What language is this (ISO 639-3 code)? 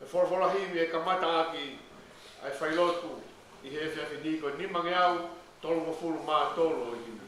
ton